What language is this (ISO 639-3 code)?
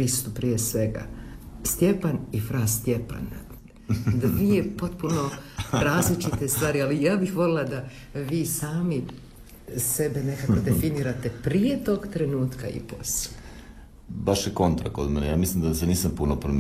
hrv